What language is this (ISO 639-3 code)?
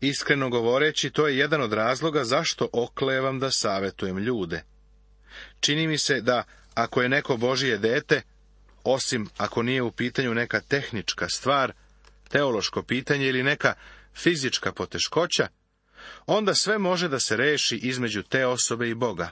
srp